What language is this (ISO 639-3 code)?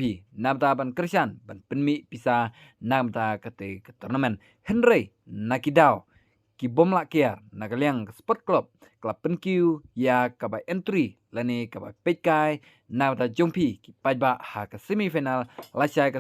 kha